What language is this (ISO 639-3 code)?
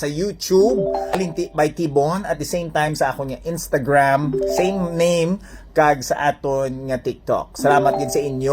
hil